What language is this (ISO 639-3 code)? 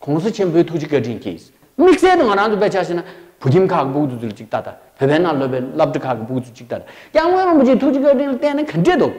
bod